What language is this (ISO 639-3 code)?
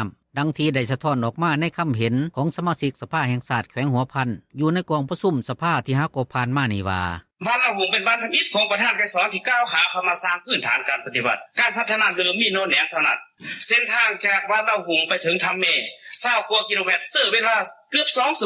lao